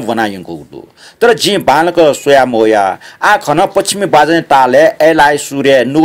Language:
Newari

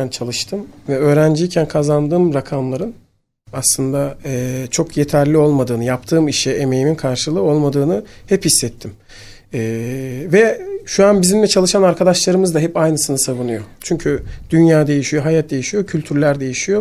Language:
Turkish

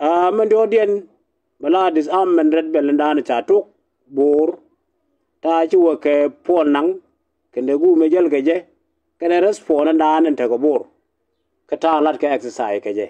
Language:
Nuer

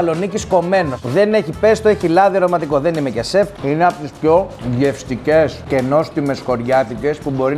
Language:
Greek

